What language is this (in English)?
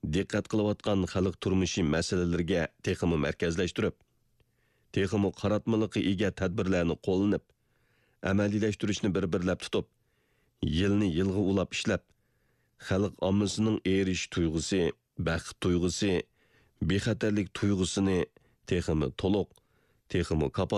Uyghur